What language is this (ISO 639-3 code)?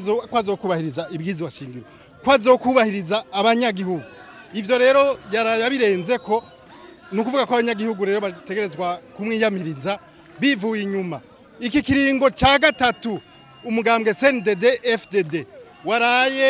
run